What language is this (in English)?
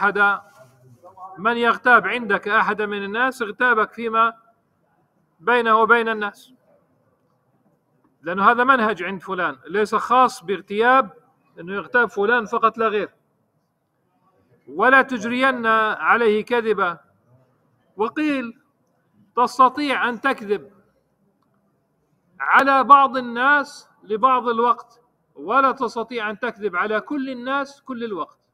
Arabic